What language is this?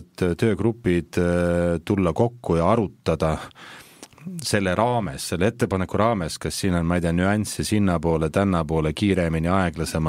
Estonian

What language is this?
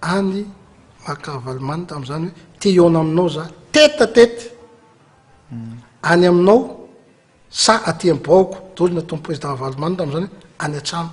Malagasy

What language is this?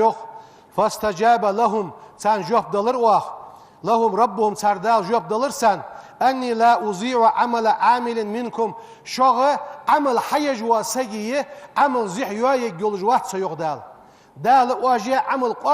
Ingush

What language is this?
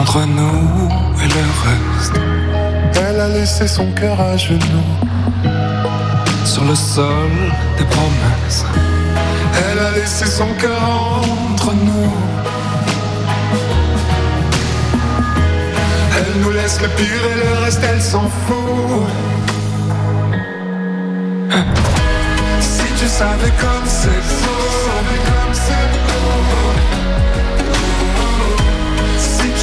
French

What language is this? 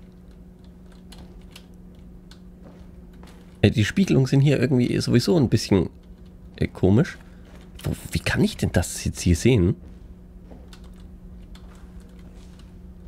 German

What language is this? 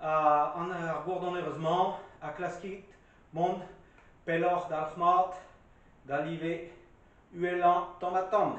Breton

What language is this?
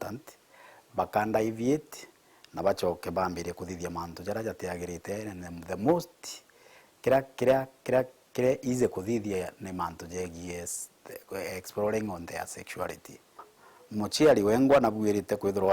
Meru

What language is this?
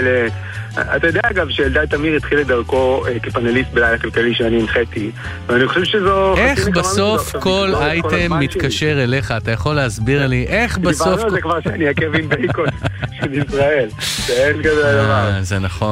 Hebrew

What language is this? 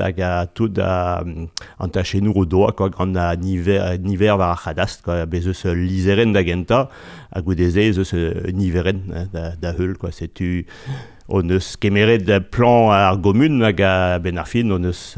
Breton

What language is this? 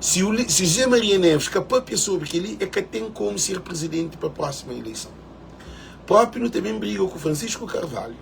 Kabuverdianu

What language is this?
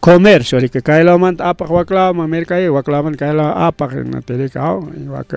Ayacucho Quechua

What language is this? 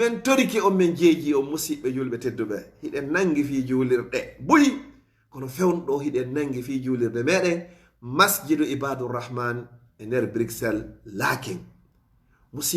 Fula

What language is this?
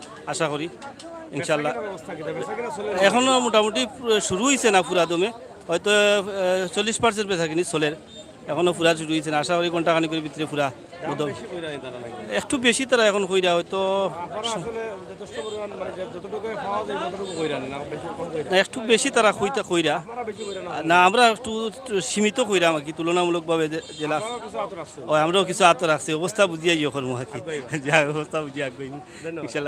Sylheti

